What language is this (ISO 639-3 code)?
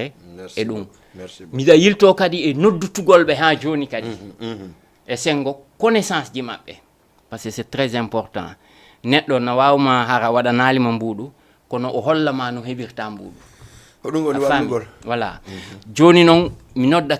ful